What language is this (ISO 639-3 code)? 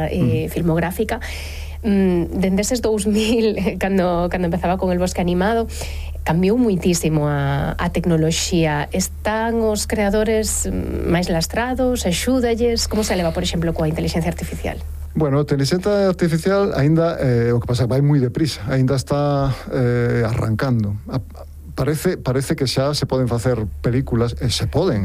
glg